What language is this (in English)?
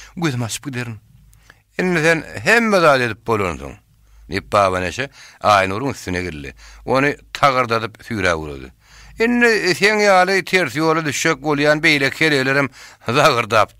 Turkmen